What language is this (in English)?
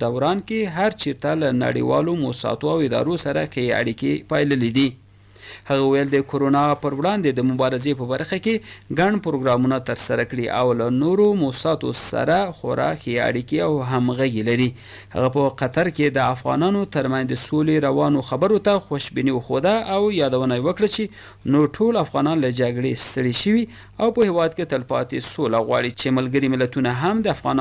Pashto